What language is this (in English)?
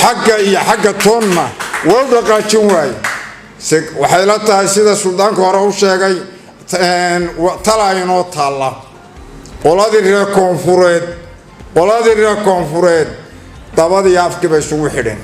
Somali